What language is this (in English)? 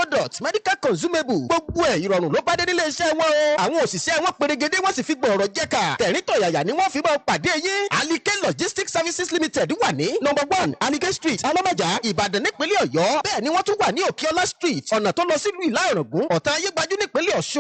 Yoruba